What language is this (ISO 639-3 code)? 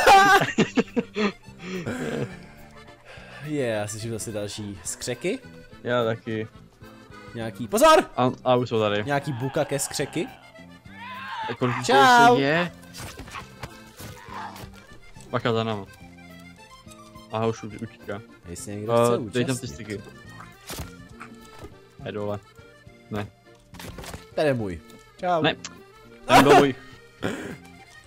ces